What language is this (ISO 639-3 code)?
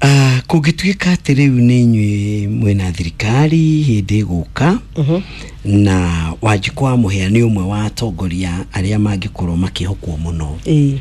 kik